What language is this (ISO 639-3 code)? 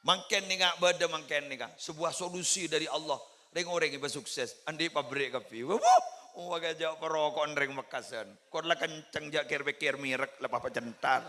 mad